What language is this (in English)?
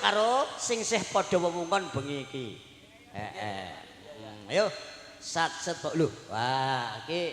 Javanese